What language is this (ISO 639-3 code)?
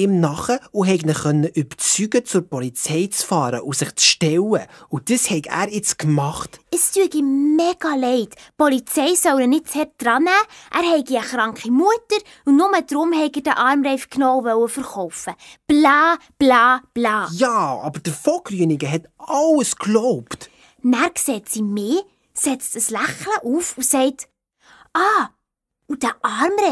gsw